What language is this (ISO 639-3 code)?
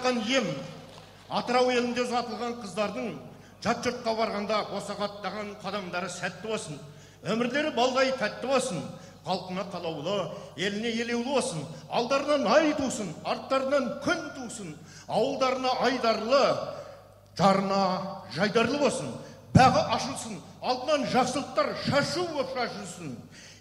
kaz